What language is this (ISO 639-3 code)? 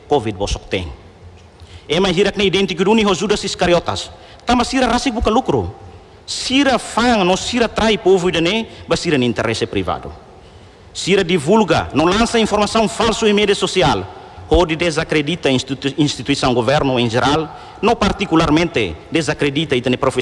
tet